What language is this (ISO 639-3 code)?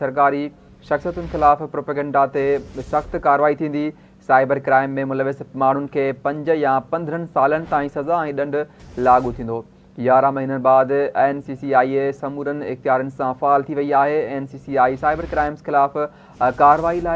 snd